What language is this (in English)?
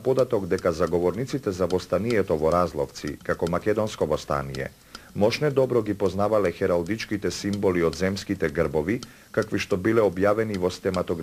Macedonian